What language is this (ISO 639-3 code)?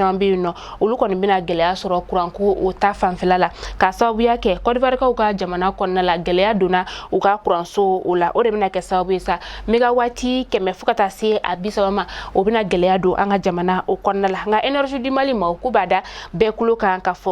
bam